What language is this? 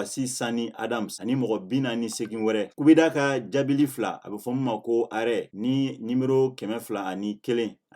Bambara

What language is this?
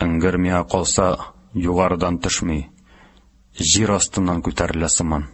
Tatar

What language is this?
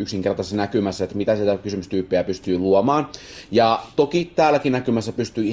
Finnish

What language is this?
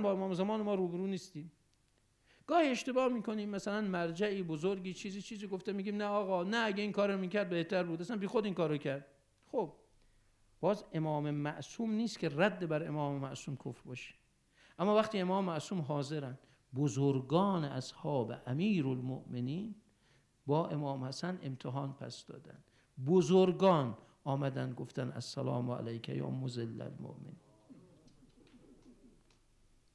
Persian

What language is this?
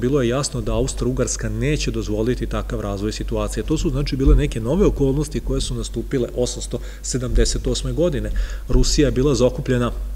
Serbian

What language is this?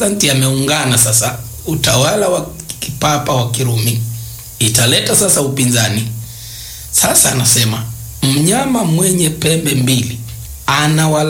Swahili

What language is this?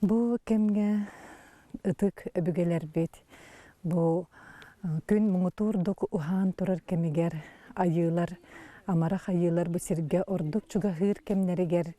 Yakut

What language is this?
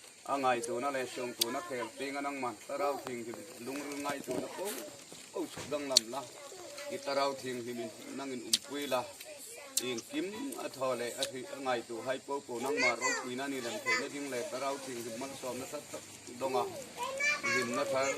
Hmar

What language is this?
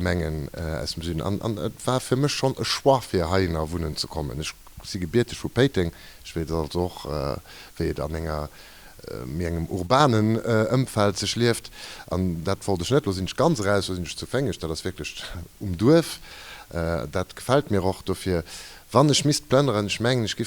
Luxembourgish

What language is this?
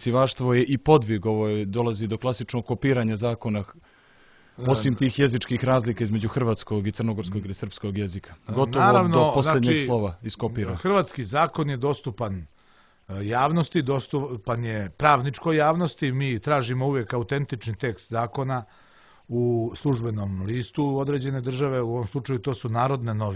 Serbian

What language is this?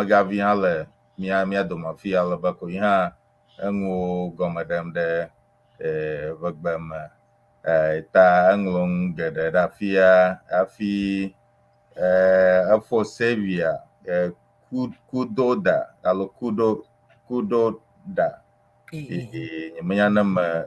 Ewe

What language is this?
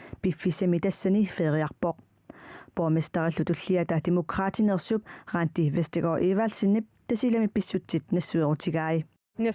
Kalaallisut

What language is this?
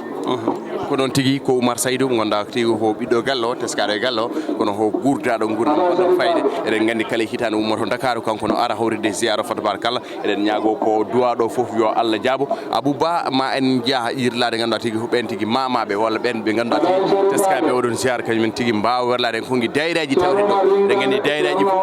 Fula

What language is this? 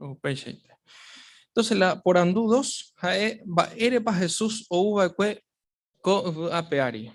Guarani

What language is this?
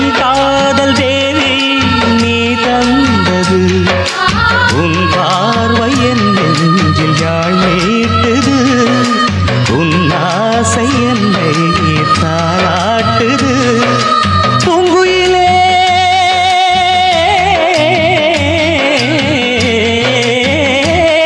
Tamil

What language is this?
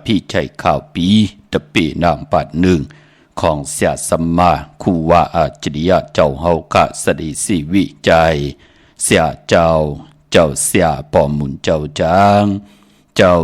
Shan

